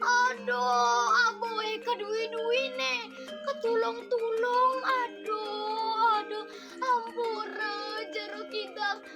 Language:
Balinese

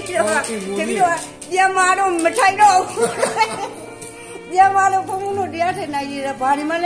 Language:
Burmese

